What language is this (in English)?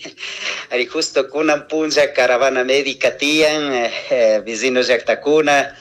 Chimborazo Highland Quichua